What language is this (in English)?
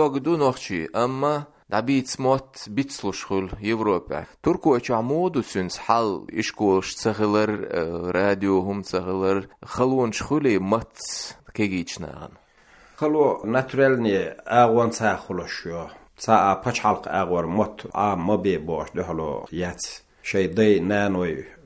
Chechen